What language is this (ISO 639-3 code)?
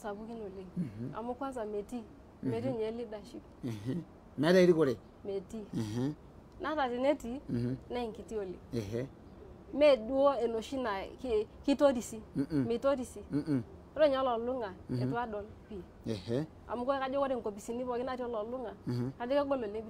mas